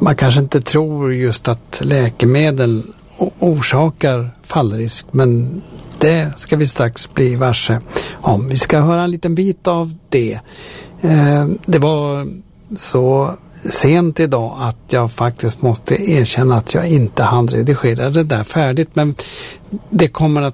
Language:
Swedish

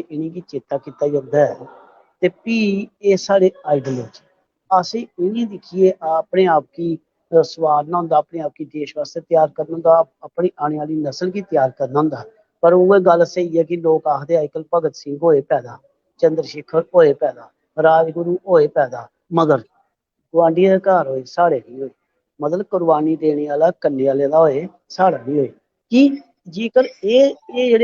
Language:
Dogri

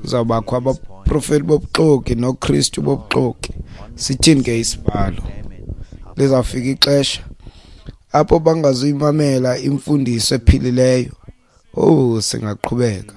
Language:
Xhosa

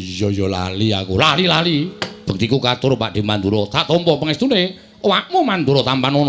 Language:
Javanese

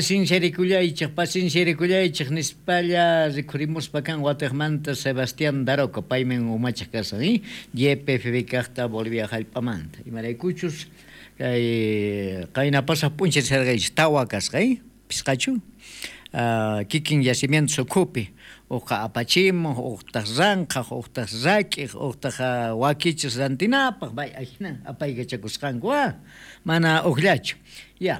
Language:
South Bolivian Quechua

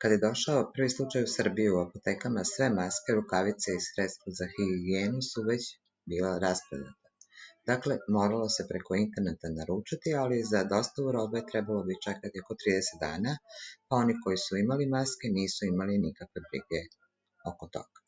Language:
Serbian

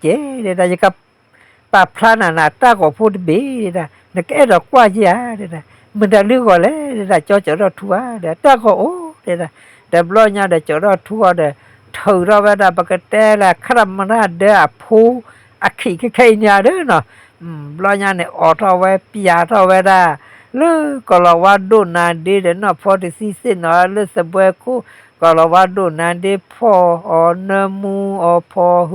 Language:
S'gaw Karen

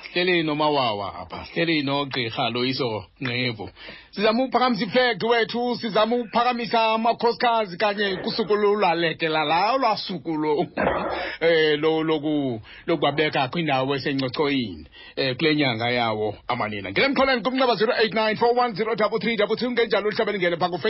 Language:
Xhosa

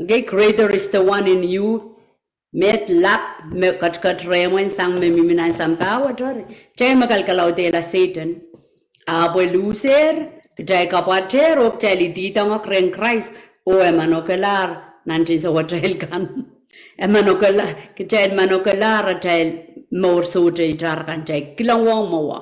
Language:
Pohnpeian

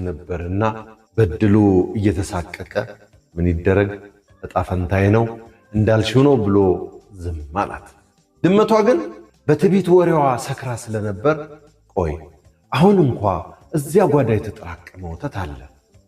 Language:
Amharic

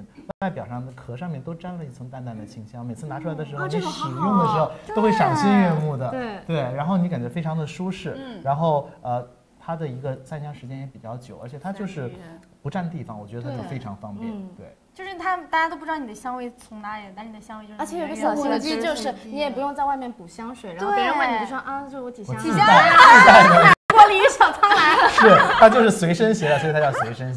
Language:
Chinese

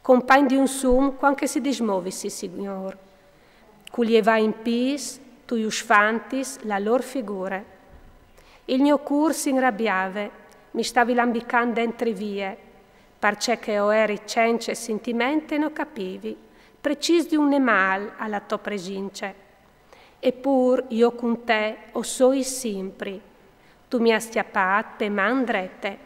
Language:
Friulian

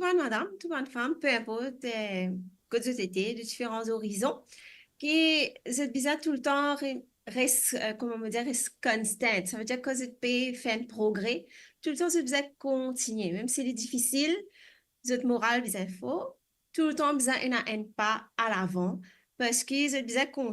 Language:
Morisyen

